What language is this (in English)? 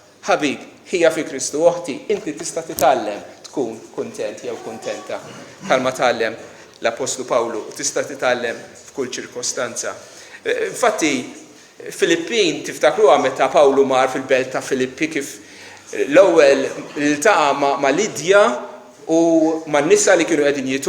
Maltese